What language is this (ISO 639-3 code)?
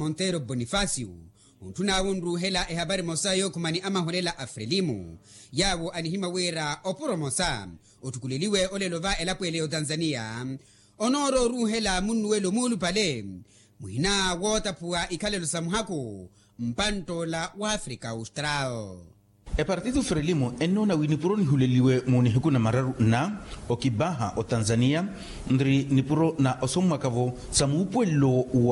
vmw